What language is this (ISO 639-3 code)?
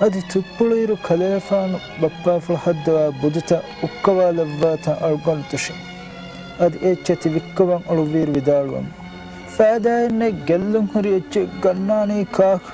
div